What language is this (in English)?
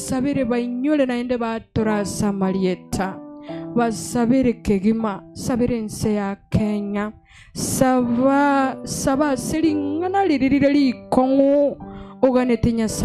Gusii